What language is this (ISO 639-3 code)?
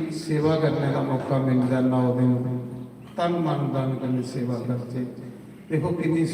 doi